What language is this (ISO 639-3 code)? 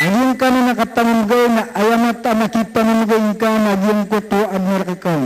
mrw